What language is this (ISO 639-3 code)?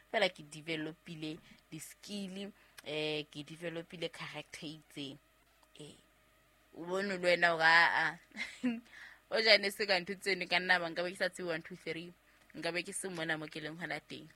sot